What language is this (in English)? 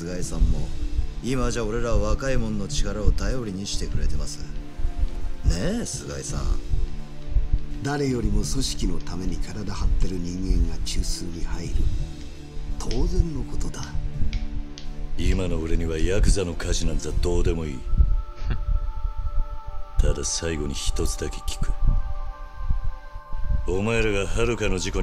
Japanese